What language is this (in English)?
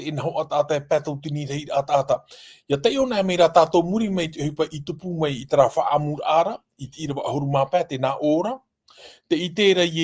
Tahitian